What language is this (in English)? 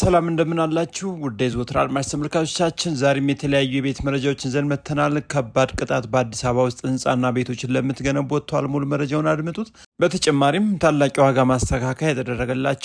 Amharic